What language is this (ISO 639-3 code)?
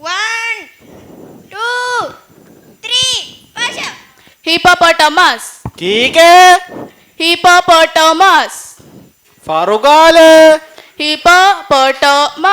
div